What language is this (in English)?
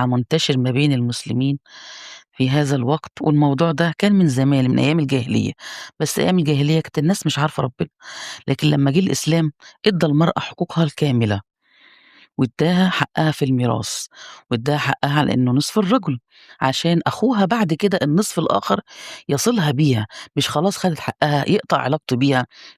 Egyptian Arabic